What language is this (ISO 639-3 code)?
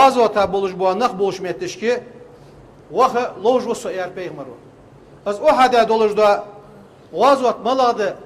inh